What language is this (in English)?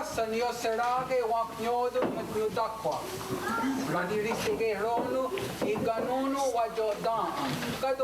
Mohawk